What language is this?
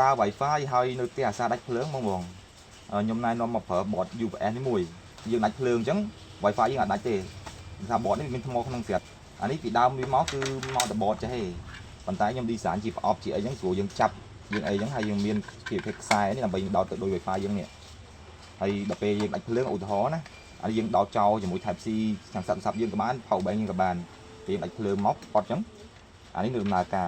Khmer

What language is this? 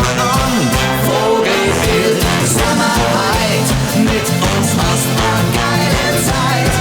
Bavarian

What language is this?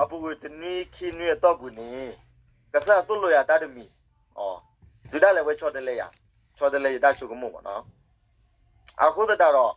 S'gaw Karen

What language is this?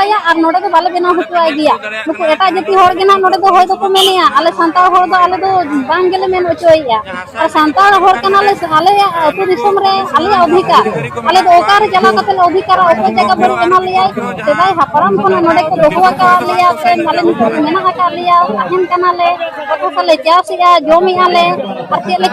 Santali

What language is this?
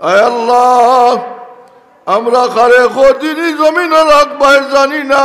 Sylheti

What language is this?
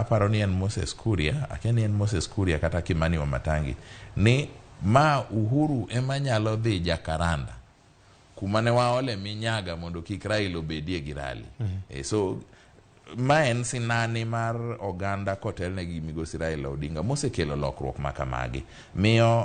Luo (Kenya and Tanzania)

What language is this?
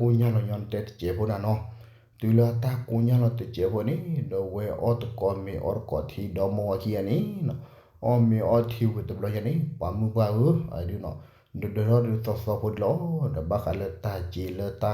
S'gaw Karen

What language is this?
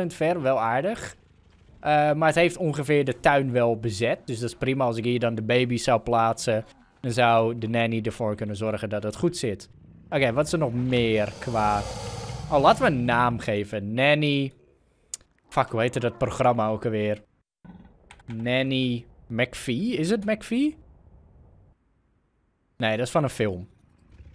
Dutch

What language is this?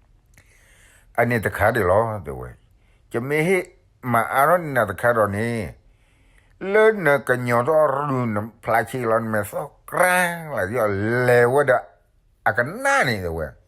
S'gaw Karen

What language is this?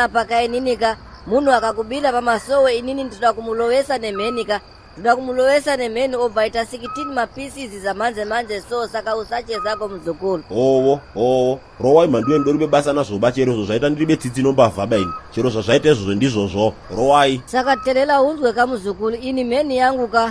Shona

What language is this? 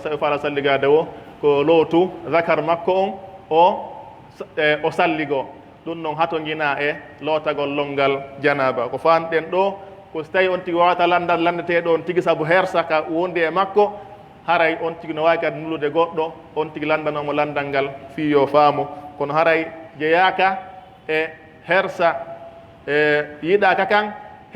Pular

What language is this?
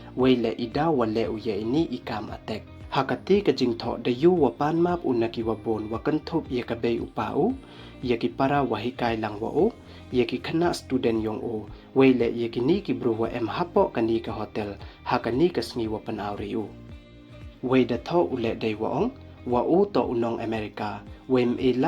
Pnar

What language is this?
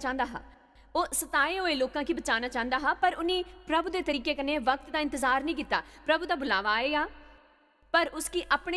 Dogri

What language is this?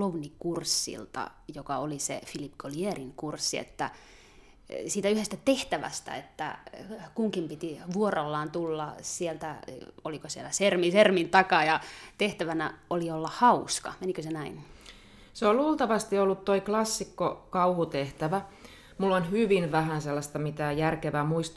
Finnish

